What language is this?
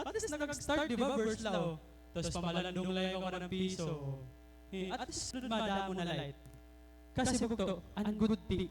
Waray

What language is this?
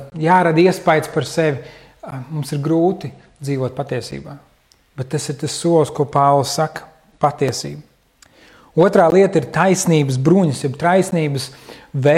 Latvian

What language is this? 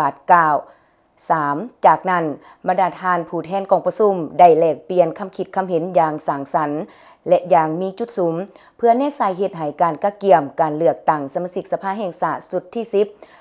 Lao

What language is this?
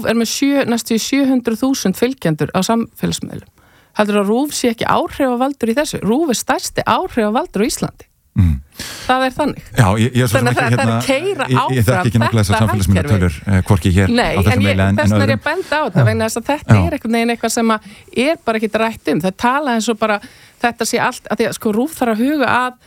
Icelandic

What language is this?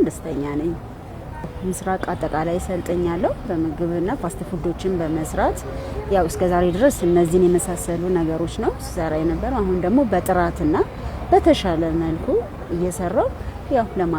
Amharic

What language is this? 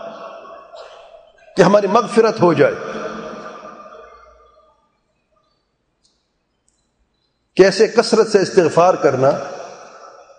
Urdu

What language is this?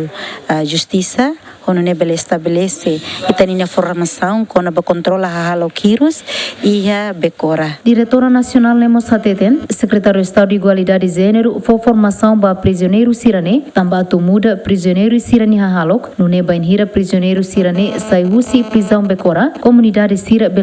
Tetum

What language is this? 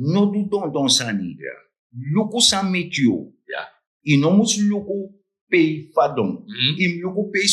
Sranan Tongo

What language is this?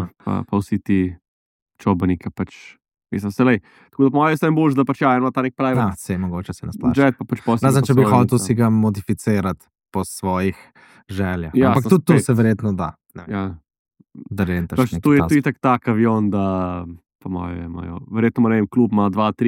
Slovenian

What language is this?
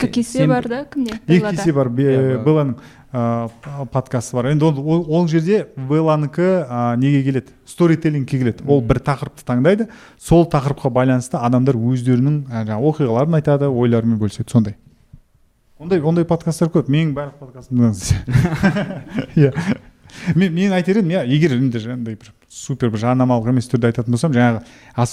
Kazakh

